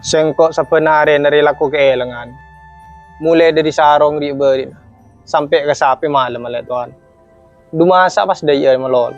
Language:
Madurese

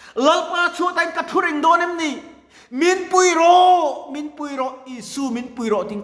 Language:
Mizo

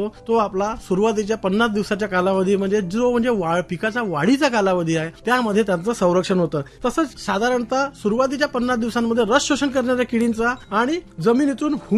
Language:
Marathi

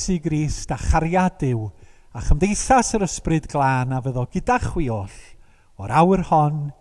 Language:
Welsh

